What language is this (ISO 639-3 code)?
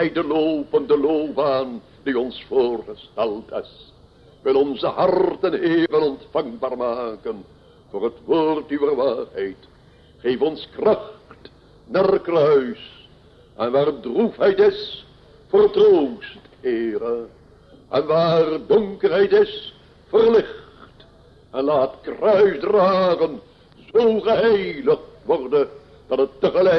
nld